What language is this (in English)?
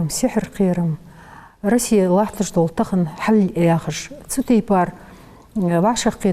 Ingush